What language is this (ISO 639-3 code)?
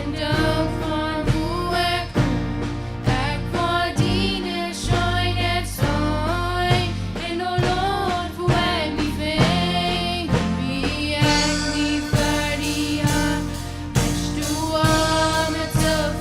pdt